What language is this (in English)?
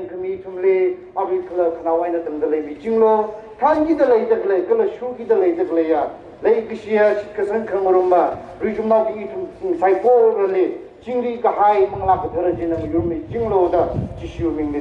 Tangkhul Naga (India)